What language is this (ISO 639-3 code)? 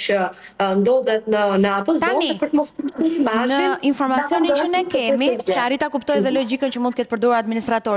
sqi